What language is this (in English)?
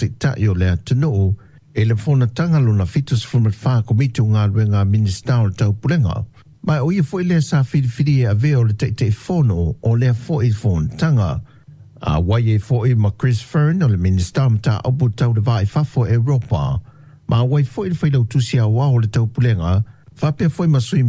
Samoan